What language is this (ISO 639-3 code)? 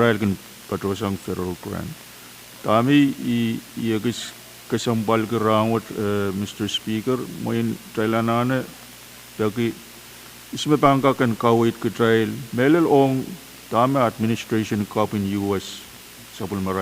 pon